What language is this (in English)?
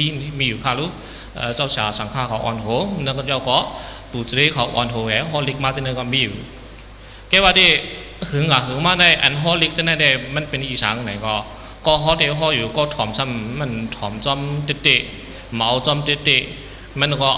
Shan